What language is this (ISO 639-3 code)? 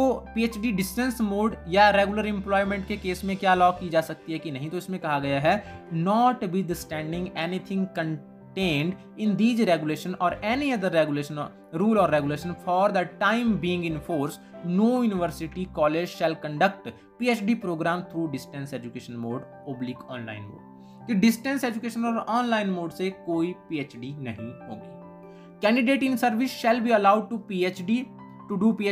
hin